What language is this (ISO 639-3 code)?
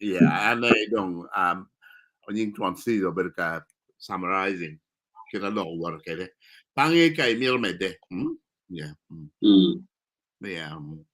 ach